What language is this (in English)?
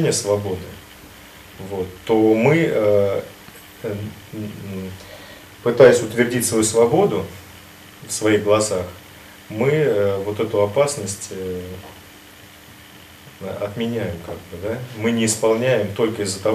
Russian